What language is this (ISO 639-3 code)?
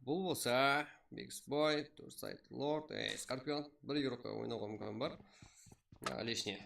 kaa